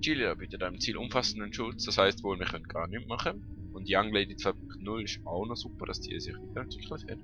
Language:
Swiss German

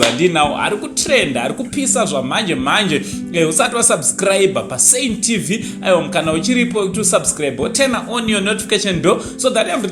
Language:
Shona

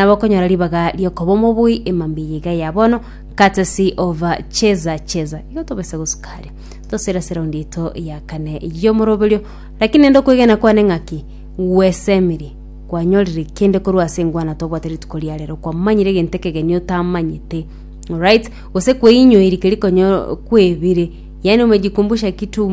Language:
Gusii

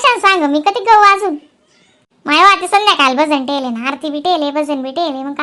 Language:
Khandesi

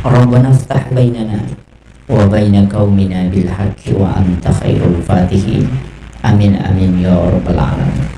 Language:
Buginese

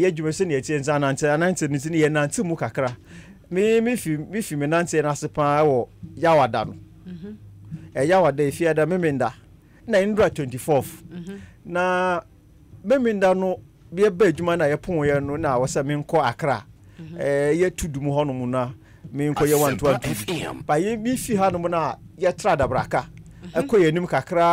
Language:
Akan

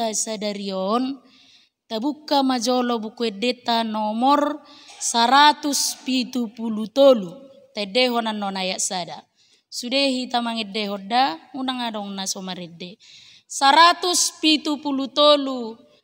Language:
Batak Toba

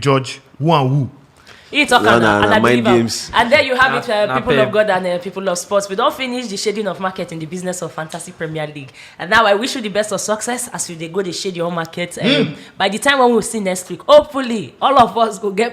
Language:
Nigerian Pidgin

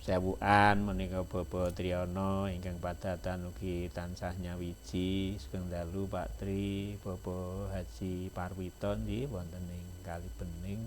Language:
Javanese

